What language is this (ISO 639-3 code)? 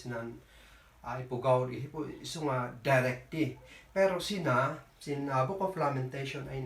kne